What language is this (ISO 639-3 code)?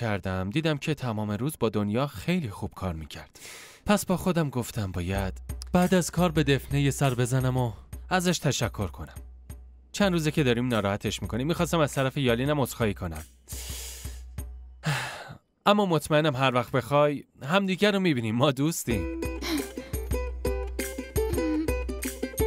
fas